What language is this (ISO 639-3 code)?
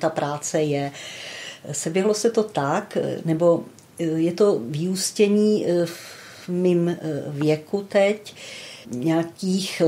ces